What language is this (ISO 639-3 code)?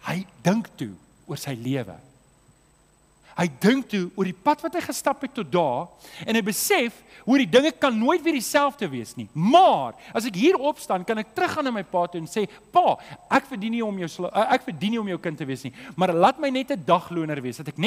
afr